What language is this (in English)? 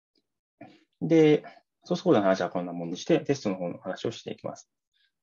Japanese